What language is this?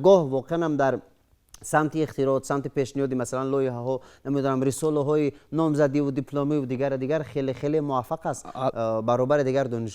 Tajik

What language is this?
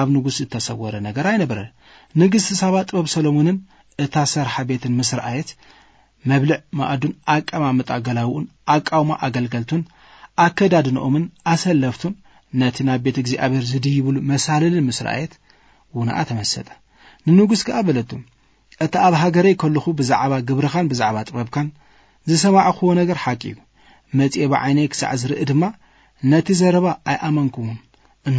Tigrinya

